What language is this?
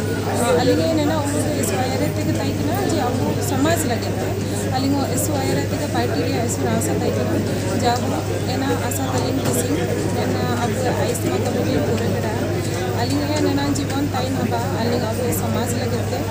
Santali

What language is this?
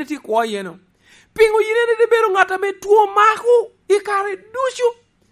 Lango (Uganda)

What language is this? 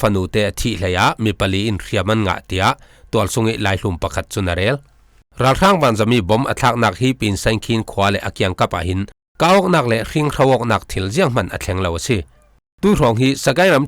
Falam Chin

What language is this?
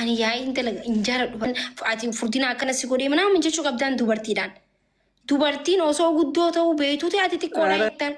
Oromo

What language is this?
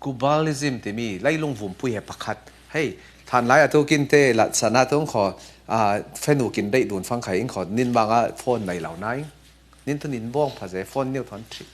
Falam Chin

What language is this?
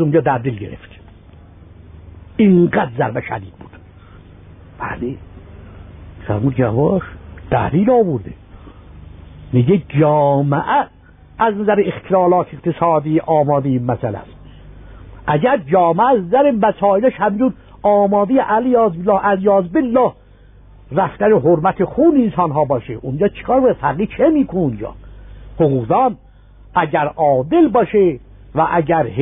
Persian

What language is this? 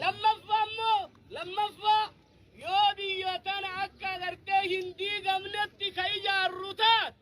Oromo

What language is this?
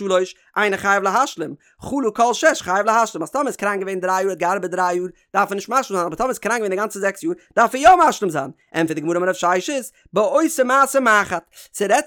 Yiddish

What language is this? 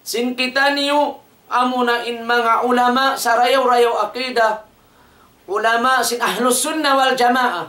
Tausug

